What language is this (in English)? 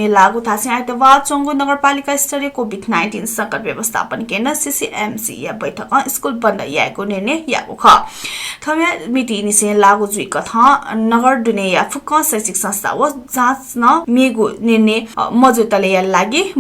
Newari